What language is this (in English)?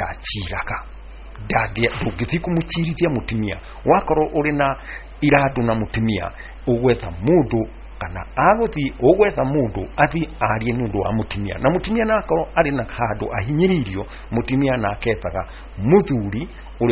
Kikuyu